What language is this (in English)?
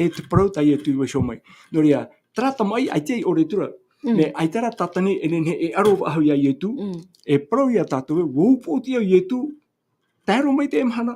Tahitian